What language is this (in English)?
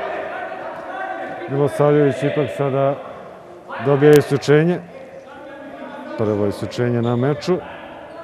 Serbian